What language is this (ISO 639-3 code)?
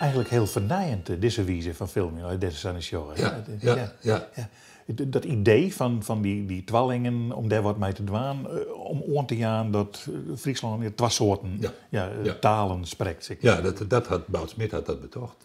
fry